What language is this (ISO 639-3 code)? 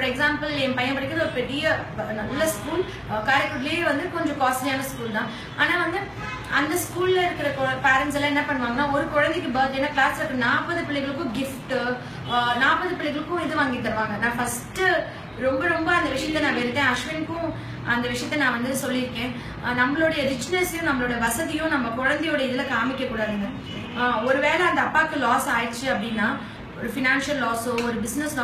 tam